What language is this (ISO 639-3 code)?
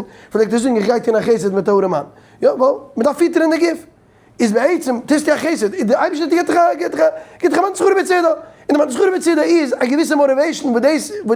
yid